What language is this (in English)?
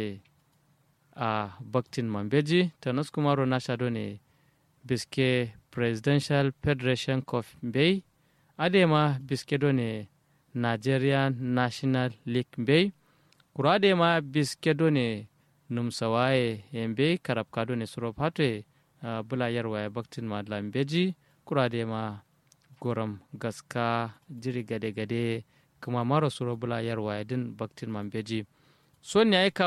Kanuri